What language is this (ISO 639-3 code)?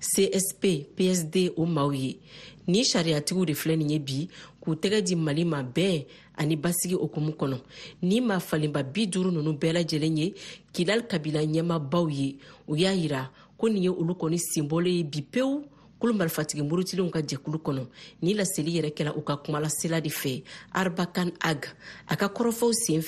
bam